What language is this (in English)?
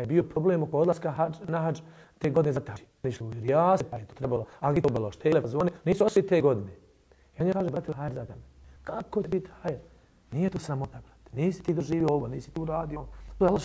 Bosnian